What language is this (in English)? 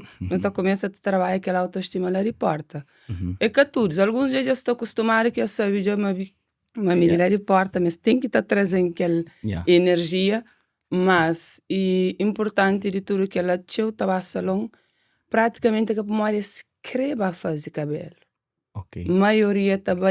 Kabuverdianu